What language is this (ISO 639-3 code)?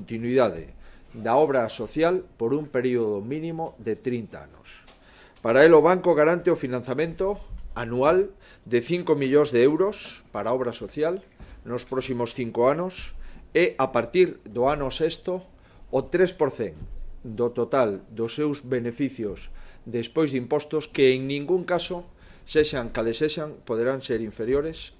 glg